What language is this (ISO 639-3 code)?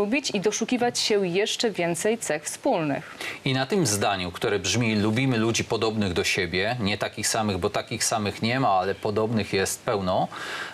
pol